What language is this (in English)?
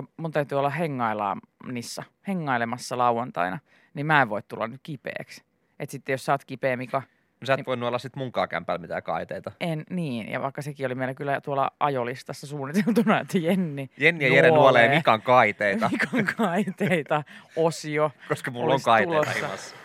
Finnish